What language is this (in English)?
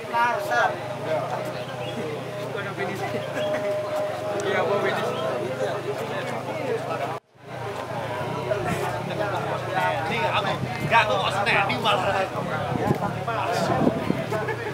Indonesian